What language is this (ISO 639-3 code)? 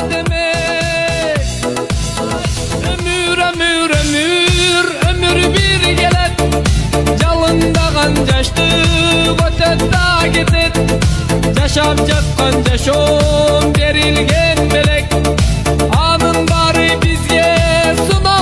kir